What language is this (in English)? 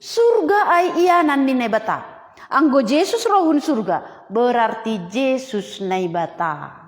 Batak Simalungun